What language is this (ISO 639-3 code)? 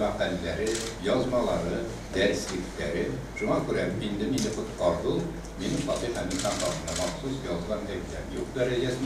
tat